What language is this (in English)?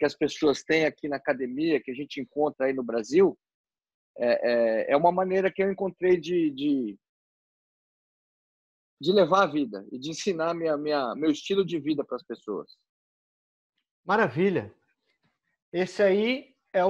Portuguese